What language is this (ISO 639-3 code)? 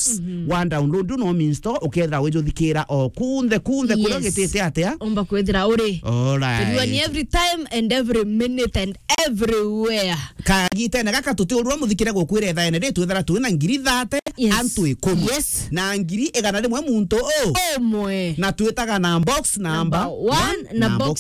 mer